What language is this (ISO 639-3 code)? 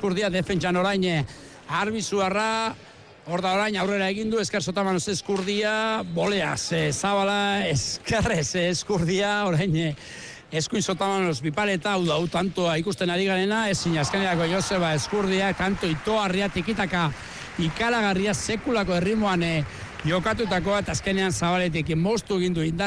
eus